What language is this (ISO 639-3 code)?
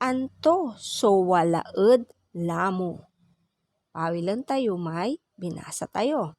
pag